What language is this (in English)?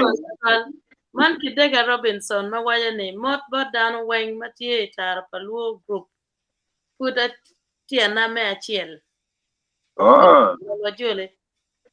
Acoli